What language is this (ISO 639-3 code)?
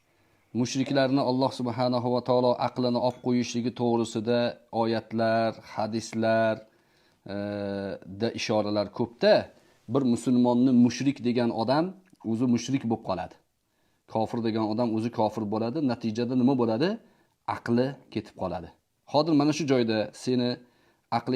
uzb